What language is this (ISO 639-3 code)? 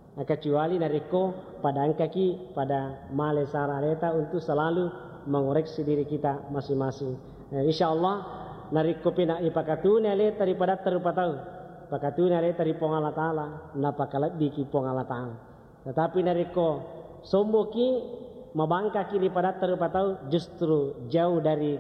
bug